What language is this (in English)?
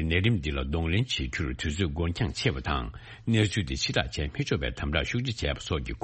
Tibetan